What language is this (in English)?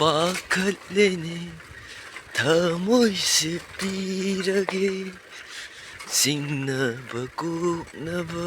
Manipuri